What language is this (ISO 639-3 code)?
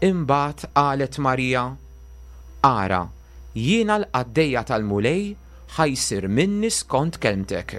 mlt